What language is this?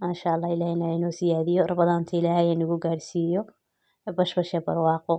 Somali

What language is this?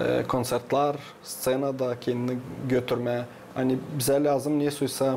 Gagauz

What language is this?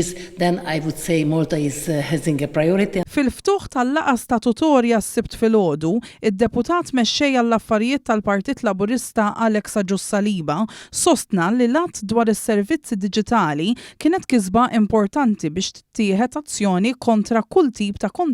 Maltese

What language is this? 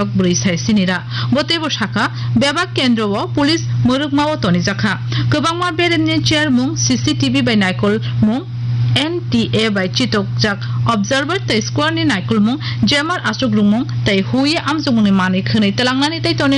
Kok Borok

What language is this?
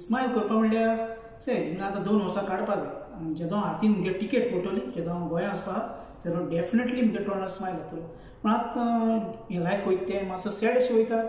Konkani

